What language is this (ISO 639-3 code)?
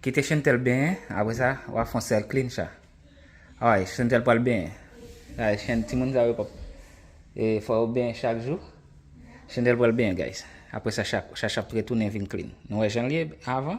hat